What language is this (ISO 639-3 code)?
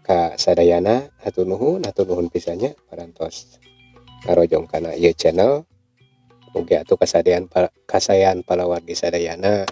sun